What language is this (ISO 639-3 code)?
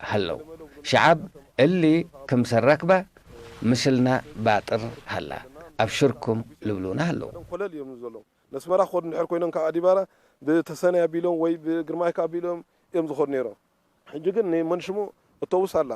tig